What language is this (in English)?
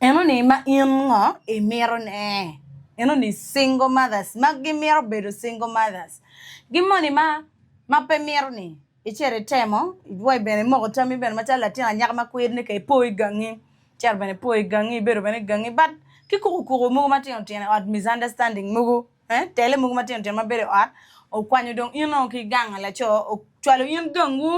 Acoli